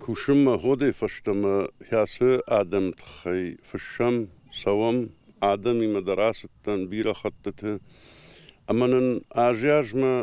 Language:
Ossetic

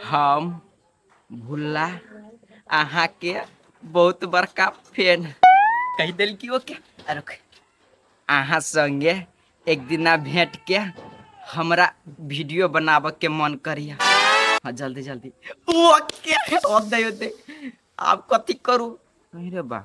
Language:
Maithili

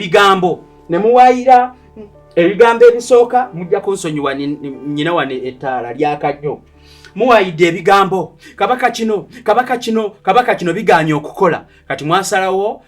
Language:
Ganda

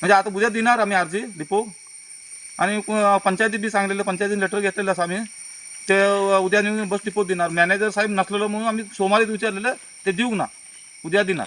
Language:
Konkani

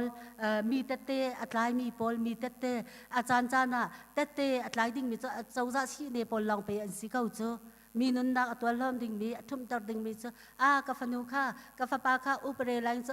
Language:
Hakha Chin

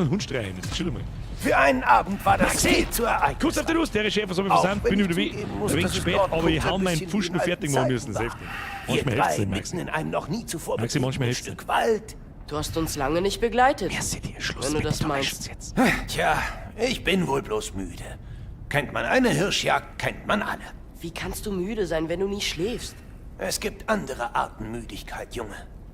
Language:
Bavarian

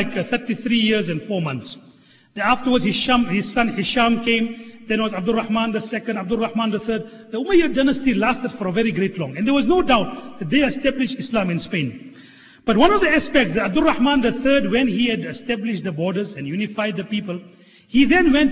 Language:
English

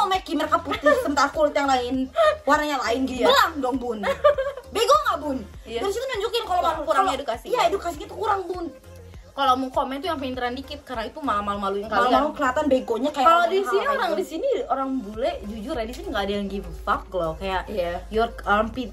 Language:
Indonesian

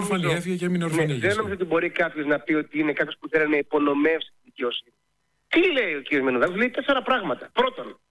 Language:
Greek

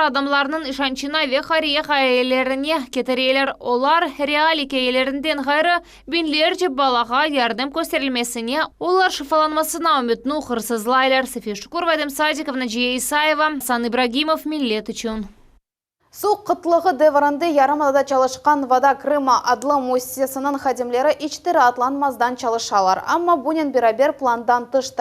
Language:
Crimean Tatar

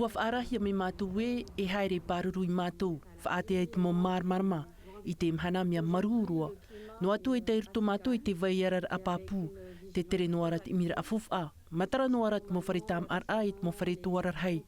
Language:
Tahitian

